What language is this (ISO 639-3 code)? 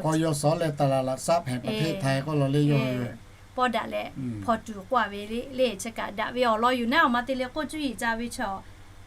lhu